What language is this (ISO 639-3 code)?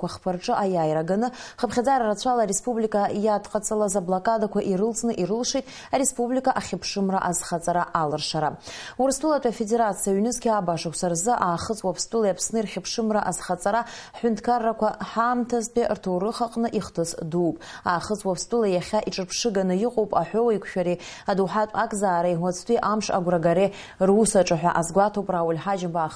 abk